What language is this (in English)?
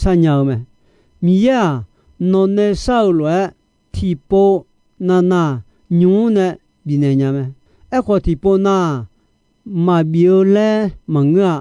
Akha